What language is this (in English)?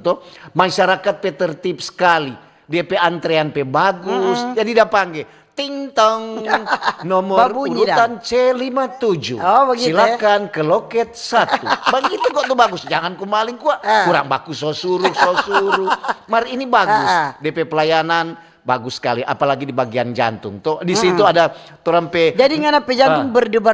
Manado Malay